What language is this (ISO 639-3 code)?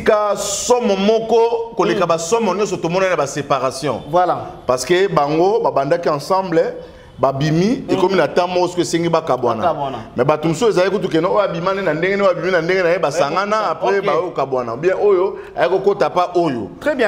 lin